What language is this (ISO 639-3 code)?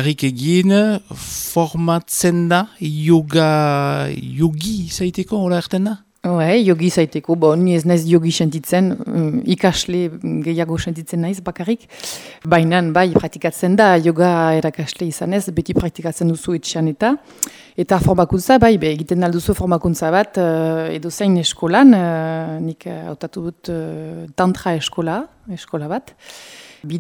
eus